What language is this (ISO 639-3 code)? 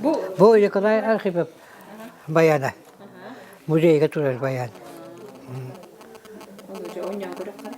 sah